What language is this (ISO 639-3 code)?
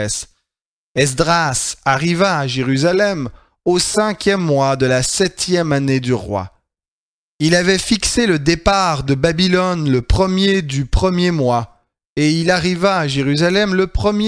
fra